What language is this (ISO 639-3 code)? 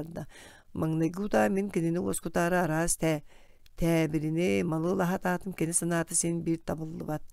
sah